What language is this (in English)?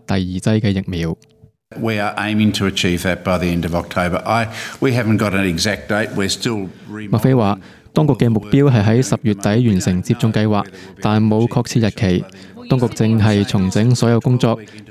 Cantonese